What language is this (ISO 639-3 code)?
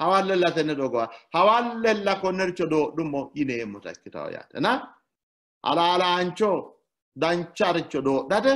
sid